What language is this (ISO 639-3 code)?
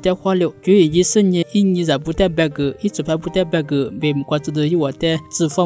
lis